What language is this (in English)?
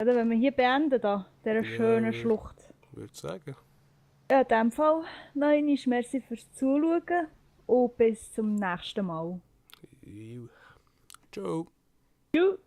Swiss German